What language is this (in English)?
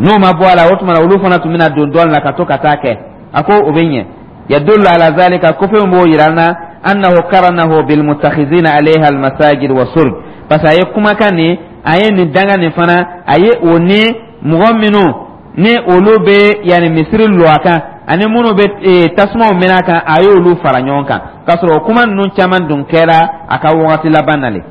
Dyula